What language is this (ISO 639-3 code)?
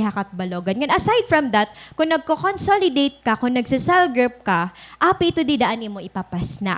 war